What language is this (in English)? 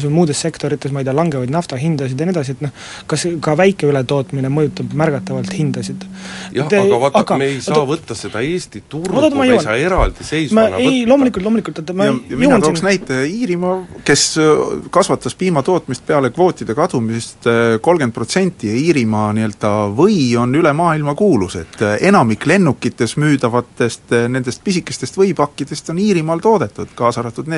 Estonian